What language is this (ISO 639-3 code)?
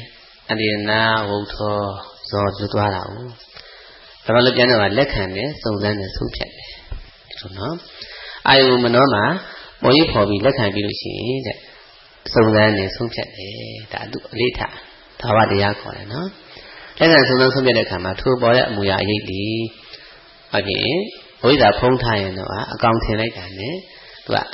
mya